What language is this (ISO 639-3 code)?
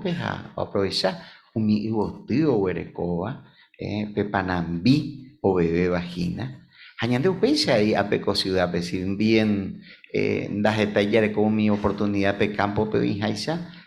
grn